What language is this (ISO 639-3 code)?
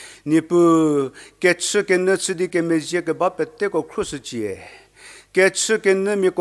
njm